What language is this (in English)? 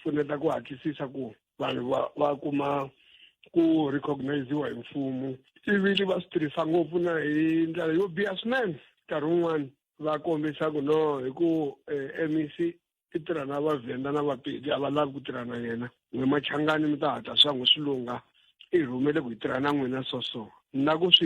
Tsonga